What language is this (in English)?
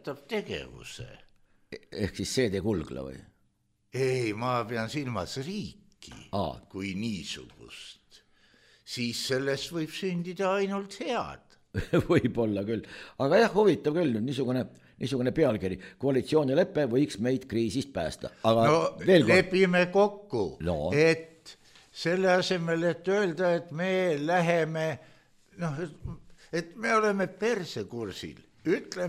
Estonian